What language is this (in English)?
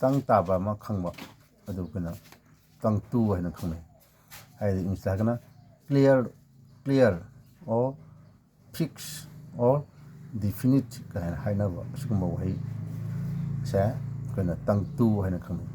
Manipuri